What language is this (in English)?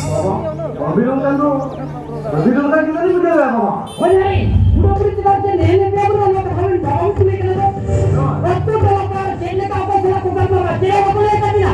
Santali